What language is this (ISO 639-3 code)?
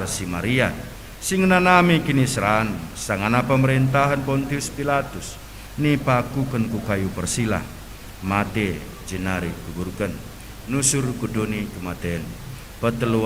btx